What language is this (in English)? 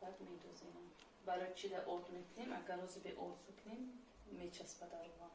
Tajik